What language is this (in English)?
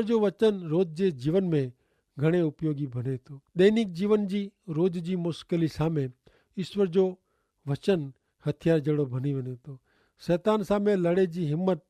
Kachhi